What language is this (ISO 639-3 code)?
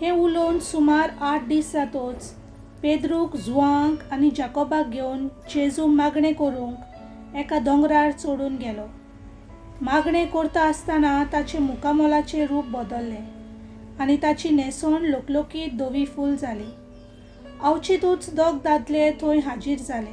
kok